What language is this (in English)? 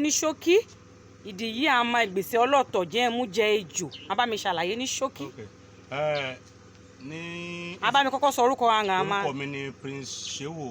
Yoruba